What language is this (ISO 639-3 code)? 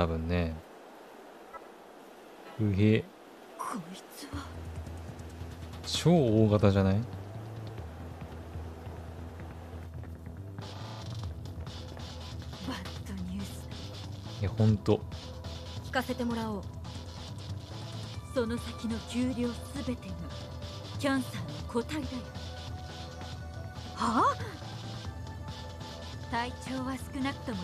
jpn